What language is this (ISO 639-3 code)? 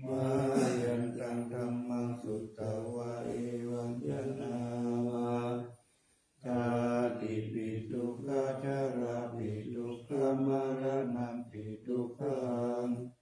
pli